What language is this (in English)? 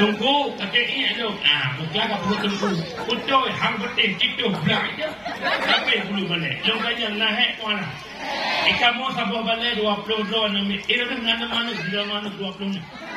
Achinese